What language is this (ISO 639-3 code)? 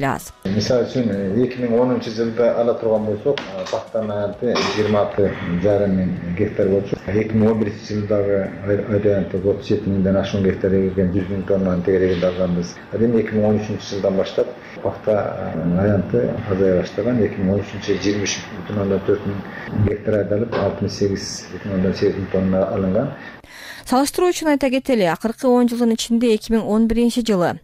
kir